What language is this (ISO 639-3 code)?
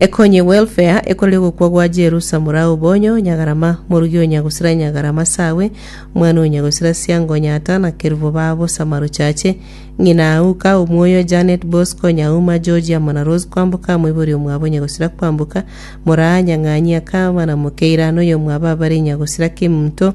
guz